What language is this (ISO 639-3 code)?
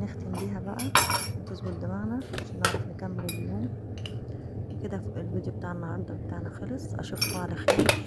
arz